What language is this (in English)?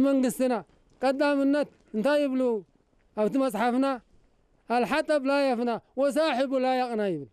Tigrinya